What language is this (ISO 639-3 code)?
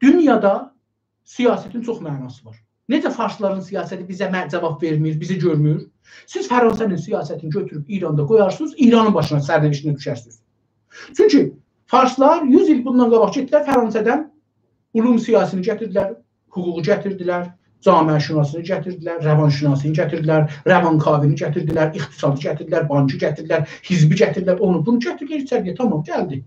azb